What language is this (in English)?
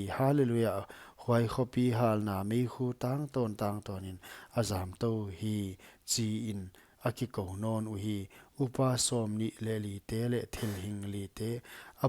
Paite Chin